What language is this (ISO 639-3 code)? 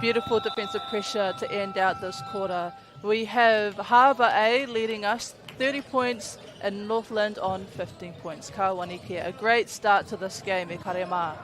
mri